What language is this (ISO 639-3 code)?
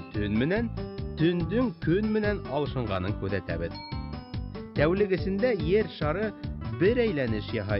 bak